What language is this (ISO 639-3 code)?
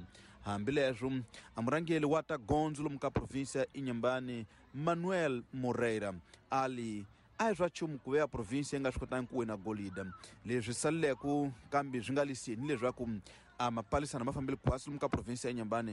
tso